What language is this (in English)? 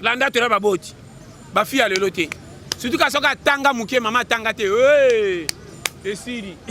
Lingala